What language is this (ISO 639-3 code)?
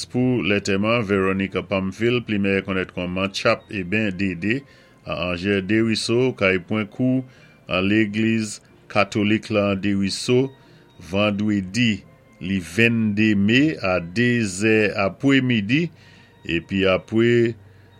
acf